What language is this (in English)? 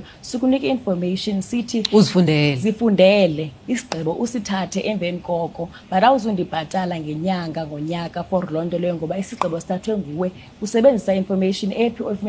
Xhosa